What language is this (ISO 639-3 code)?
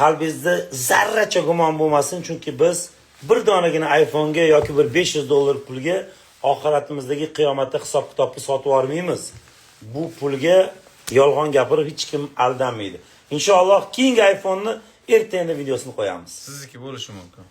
uzb